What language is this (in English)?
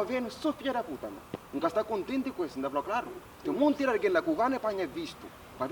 Kabuverdianu